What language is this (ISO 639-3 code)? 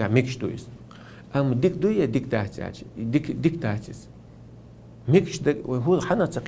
che